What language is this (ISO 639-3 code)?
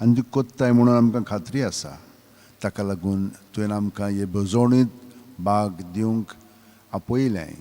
kok